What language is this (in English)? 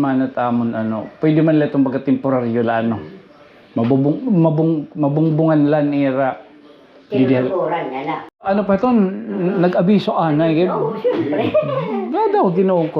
Waray